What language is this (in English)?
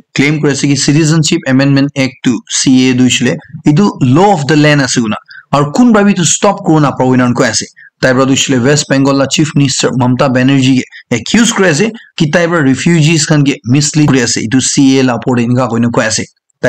Naga Pidgin